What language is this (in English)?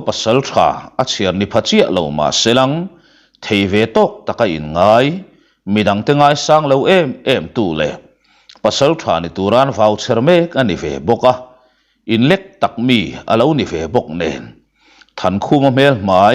Mizo